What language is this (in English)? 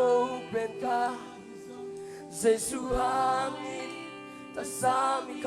Tedim Chin